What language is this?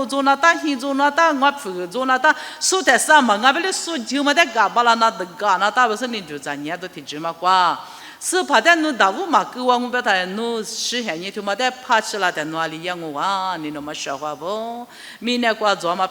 Lisu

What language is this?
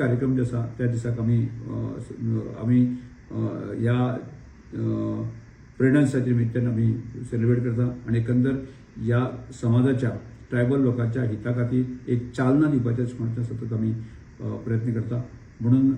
Konkani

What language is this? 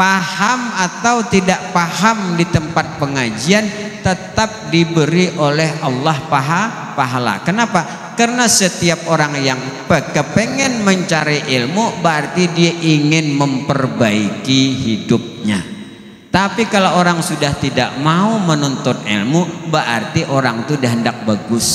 Banjar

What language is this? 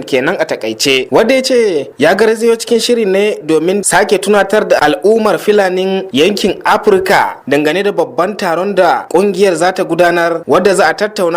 Hausa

